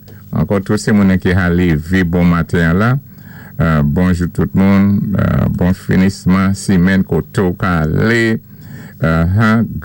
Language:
Saint Lucian Creole French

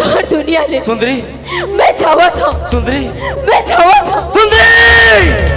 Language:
Chhattisgarhi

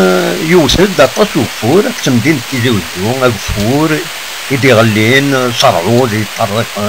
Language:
Kabyle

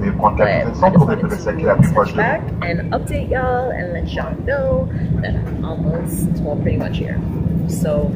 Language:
Jamaican Creole English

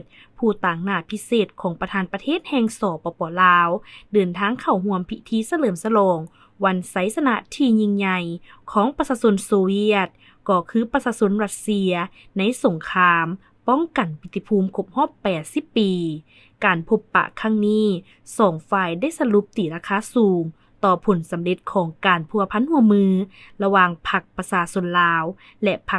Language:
Lao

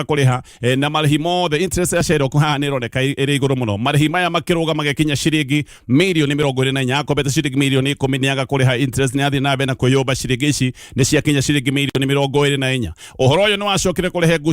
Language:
Kikuyu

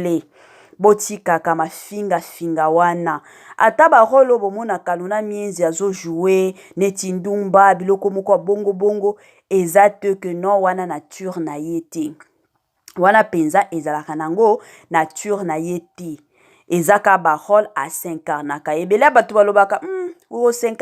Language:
Lingala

